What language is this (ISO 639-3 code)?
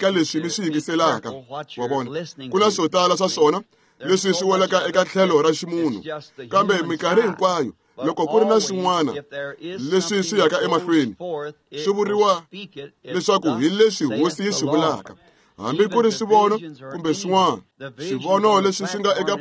tso